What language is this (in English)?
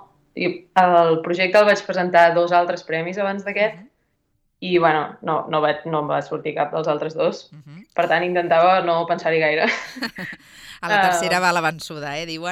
Catalan